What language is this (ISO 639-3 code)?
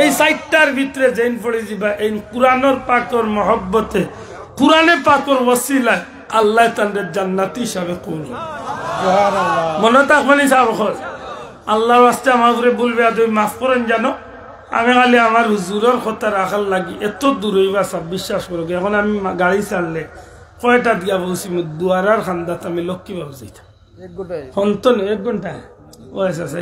syl